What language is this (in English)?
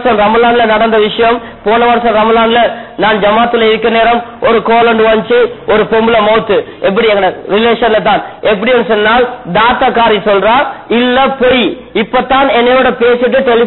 Tamil